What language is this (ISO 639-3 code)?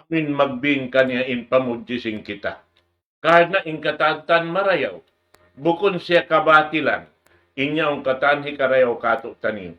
tsg